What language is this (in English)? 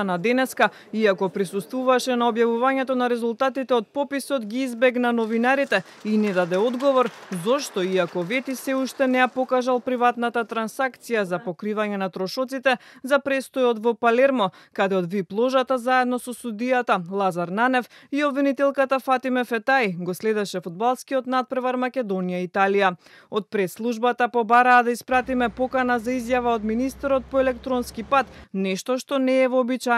Macedonian